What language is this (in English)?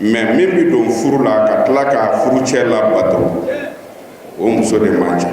Bambara